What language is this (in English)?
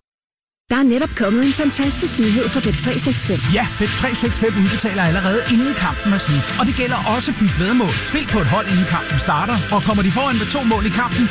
Danish